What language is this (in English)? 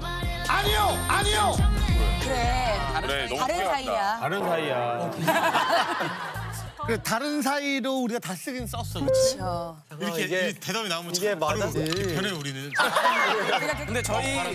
Korean